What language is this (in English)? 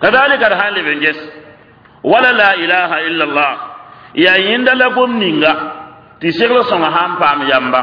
Mossi